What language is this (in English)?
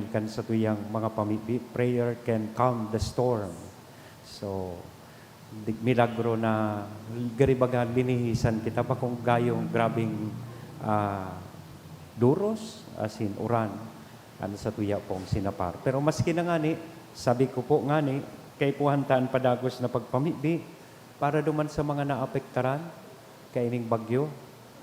Bikol